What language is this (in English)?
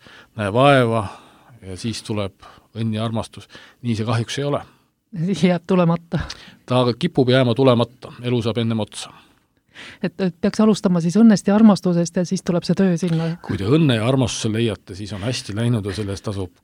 Estonian